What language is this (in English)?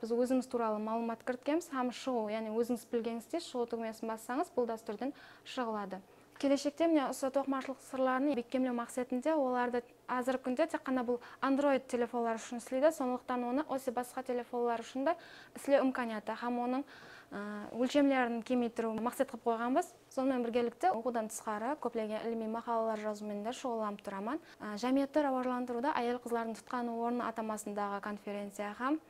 Kara-Kalpak